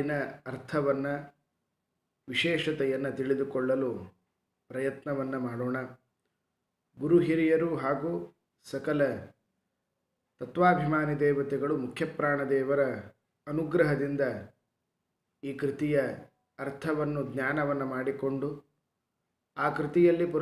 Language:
Kannada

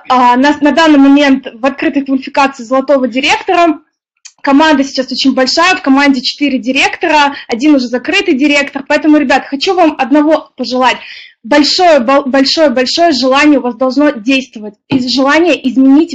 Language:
Russian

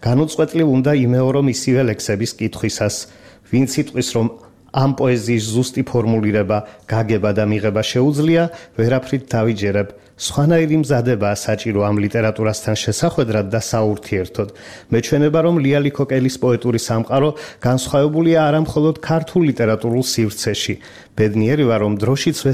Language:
Georgian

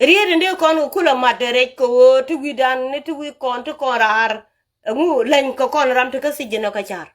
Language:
Nuer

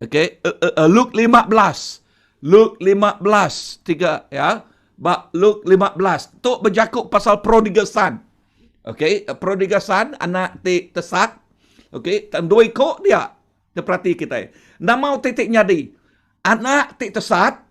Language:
Iban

